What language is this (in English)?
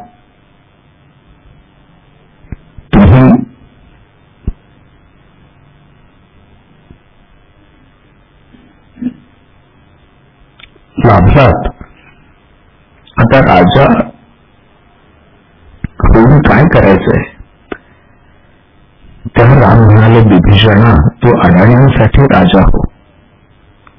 Marathi